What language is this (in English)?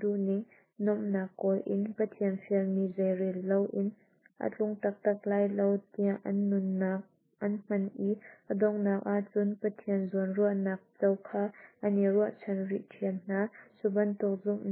Hakha Chin